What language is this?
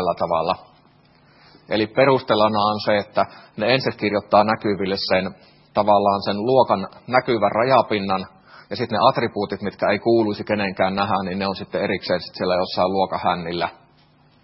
Finnish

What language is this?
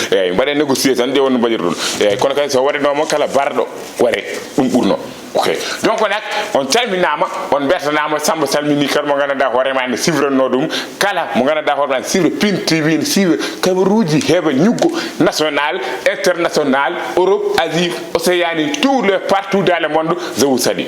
Fula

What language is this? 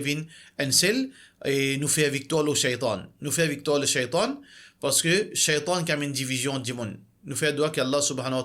Morisyen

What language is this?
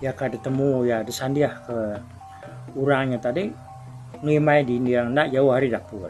Iban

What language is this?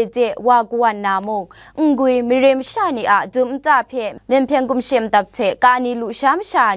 Kachin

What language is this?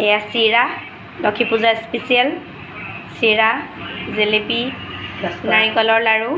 Assamese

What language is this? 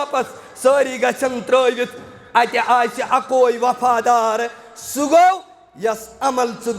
Kashmiri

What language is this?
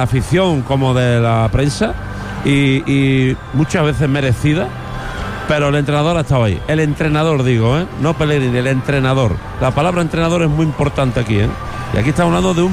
Spanish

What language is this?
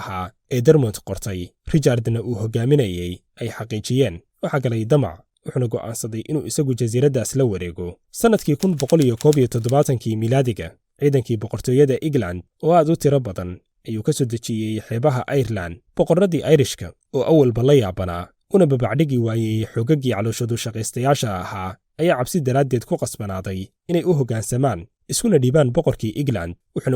Somali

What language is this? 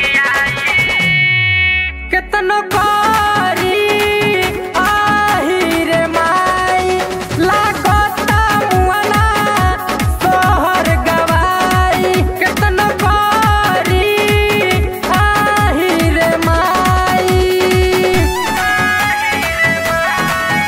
Bhojpuri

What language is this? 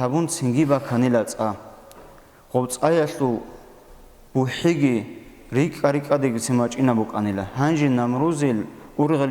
Avaric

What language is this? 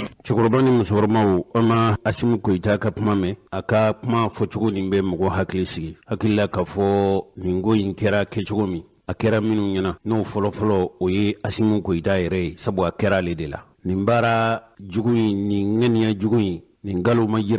Bambara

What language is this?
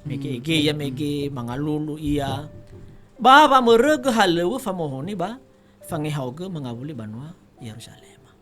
Nias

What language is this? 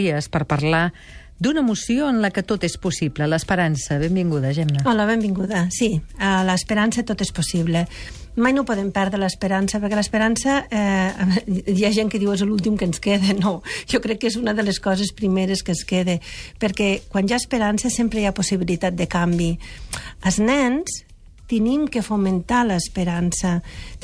Catalan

